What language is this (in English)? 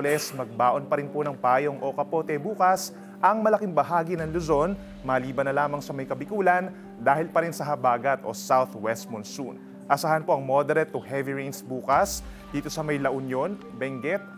Filipino